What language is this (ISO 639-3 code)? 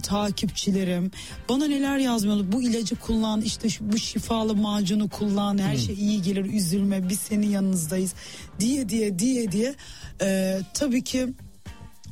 tur